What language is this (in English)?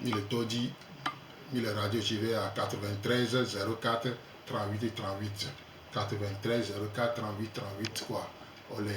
Gen